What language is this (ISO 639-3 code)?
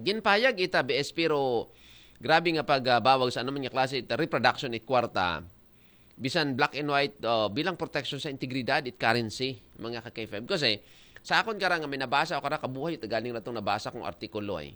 akl